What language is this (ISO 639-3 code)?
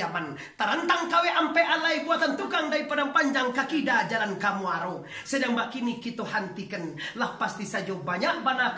min